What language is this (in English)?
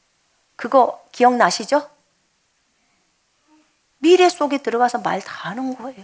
Korean